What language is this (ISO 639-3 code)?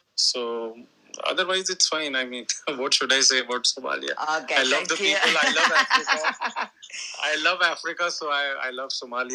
eng